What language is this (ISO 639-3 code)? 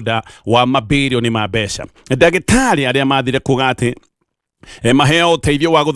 kik